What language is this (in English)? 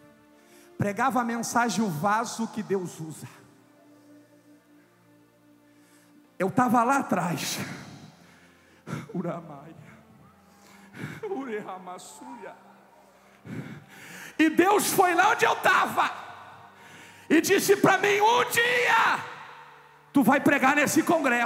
Portuguese